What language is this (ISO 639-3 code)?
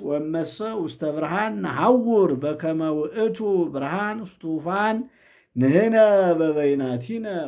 gez